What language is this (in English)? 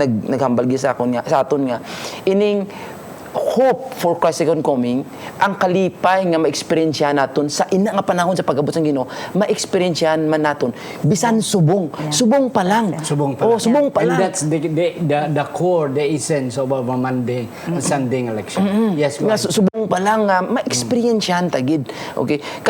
Hiligaynon